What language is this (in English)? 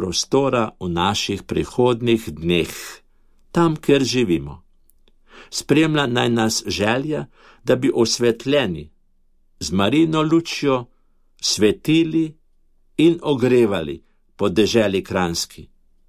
Slovenian